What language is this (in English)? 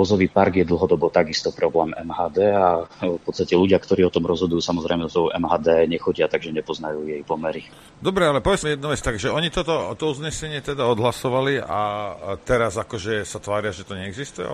Slovak